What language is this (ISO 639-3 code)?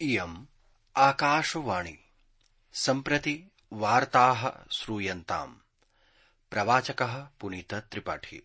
san